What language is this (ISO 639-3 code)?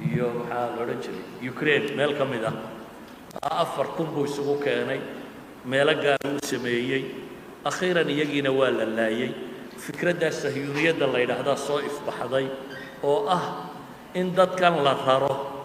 som